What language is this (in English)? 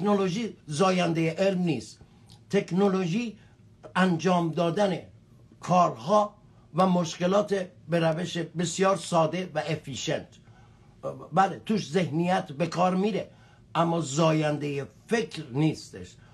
Persian